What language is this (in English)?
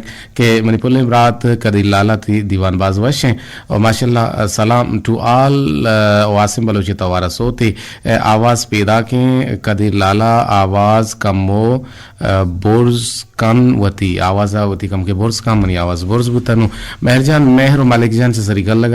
Eastern Balochi